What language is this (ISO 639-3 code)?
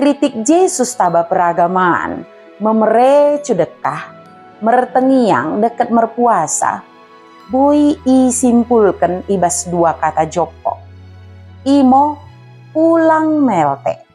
btd